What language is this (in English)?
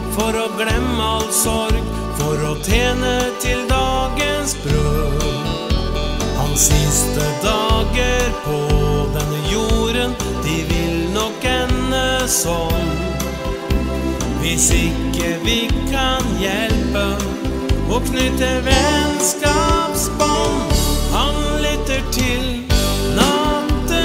Norwegian